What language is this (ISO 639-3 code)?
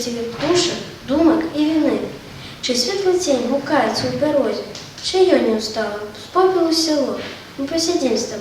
bel